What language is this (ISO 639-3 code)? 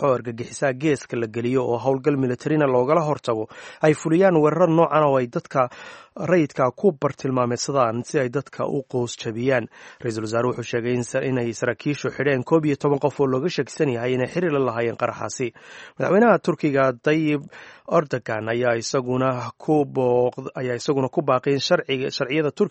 som